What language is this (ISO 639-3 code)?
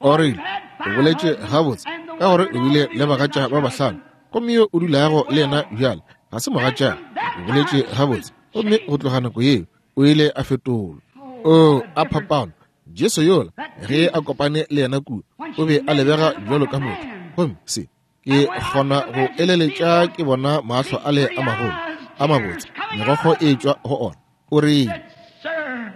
nso